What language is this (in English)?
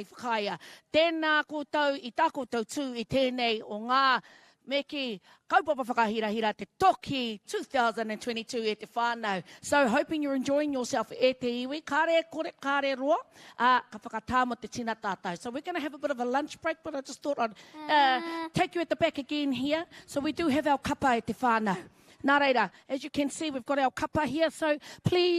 Māori